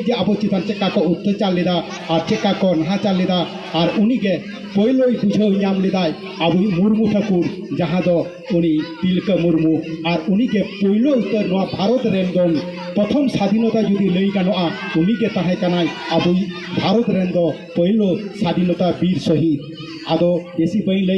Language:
Santali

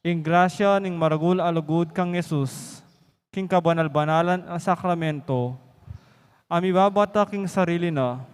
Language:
Pampanga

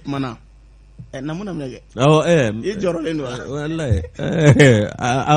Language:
Bambara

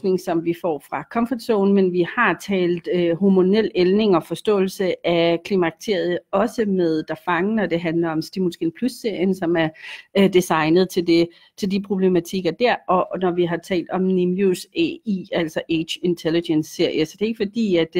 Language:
Danish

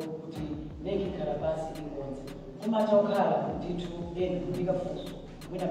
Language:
Nyanja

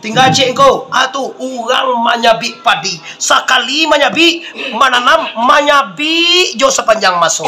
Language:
Minangkabau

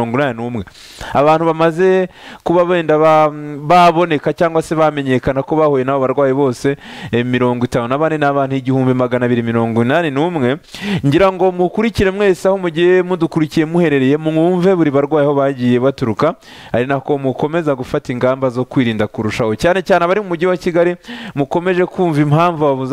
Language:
Kinyarwanda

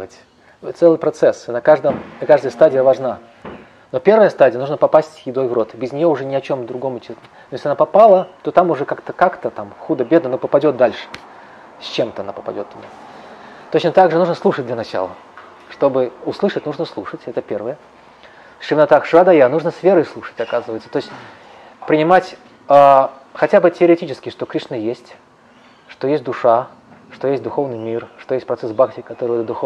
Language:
Russian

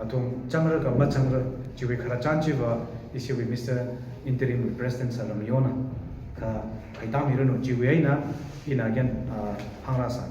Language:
Tangkhul Naga (India)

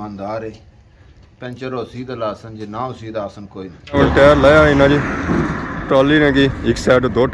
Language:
Pahari-Potwari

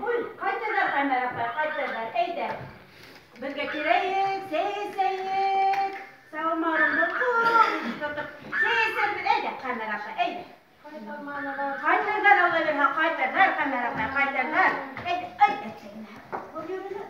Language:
Bashkir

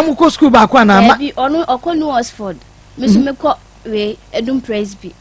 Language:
Akan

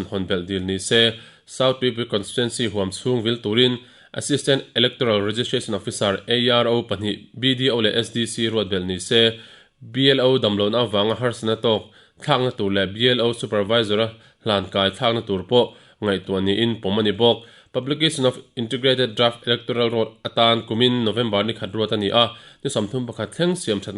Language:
Mizo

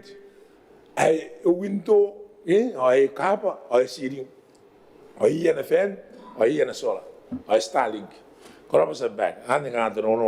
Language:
Gilbertese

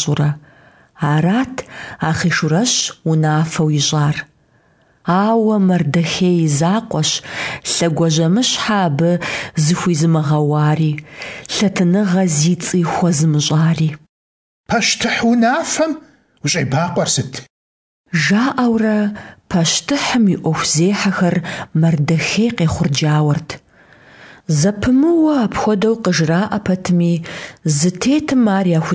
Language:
Kabardian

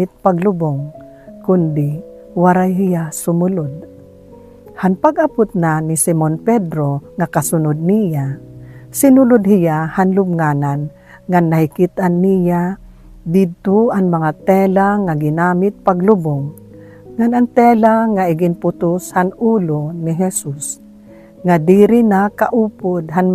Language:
Waray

